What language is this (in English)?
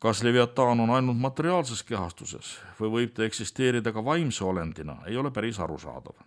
Estonian